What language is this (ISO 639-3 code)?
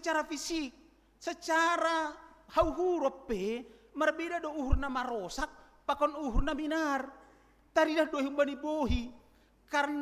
bts